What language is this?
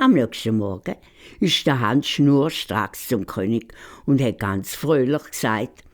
Swiss German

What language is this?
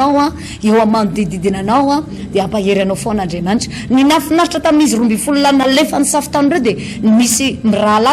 Malagasy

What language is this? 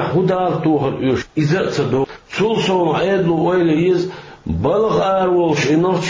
Chechen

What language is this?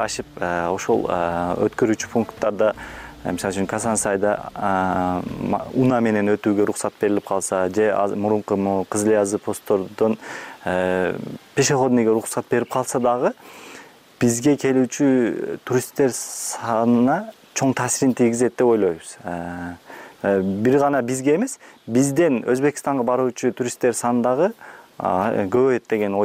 Kyrgyz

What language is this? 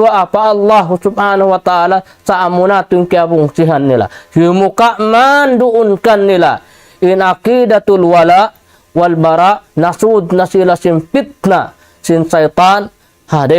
Tausug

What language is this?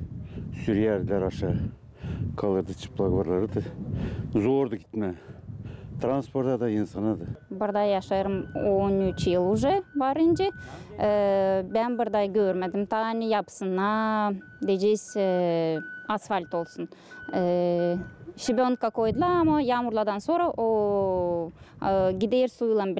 Gagauz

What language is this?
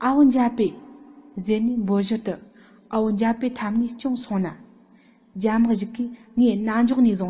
Tibetan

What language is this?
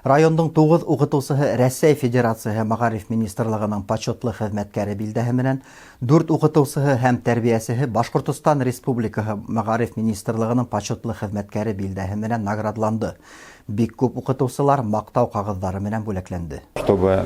Bashkir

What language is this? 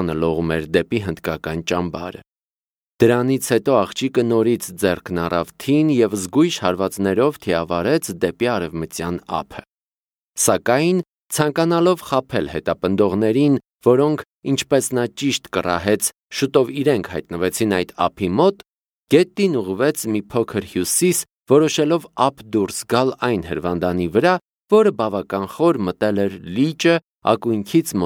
Armenian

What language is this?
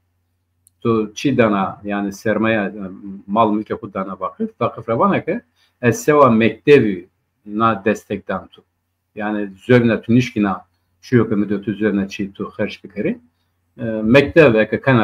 Zaza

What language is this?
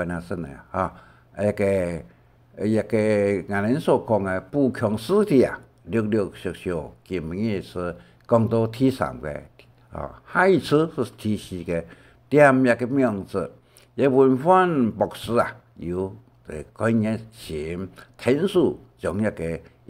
Hakka Chinese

